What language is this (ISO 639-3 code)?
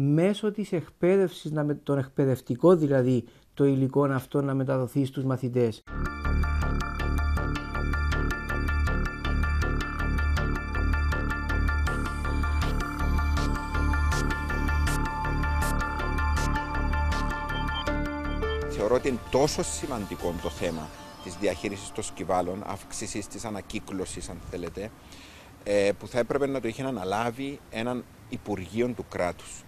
ell